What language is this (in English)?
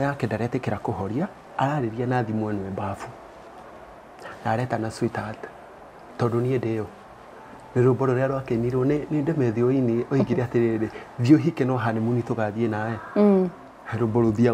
Kikuyu